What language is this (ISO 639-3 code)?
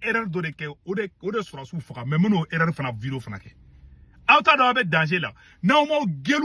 bam